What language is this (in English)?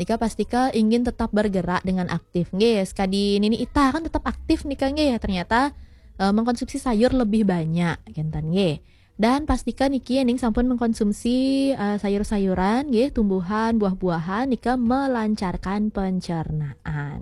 Balinese